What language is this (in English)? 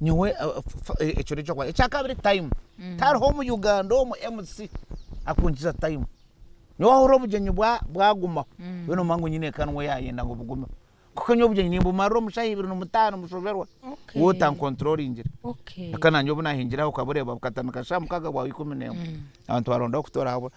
Nyankole